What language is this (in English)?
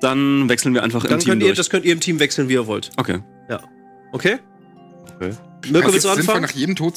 German